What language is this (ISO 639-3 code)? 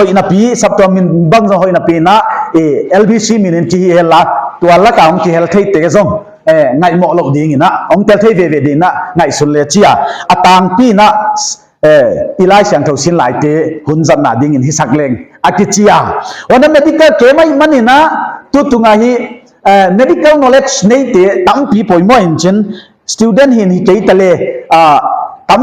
pck